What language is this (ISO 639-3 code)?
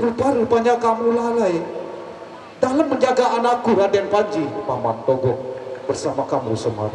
sas